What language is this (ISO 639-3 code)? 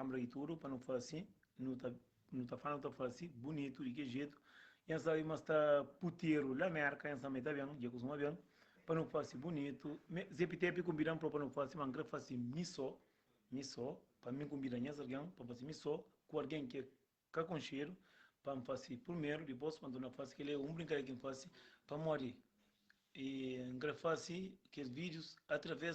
kea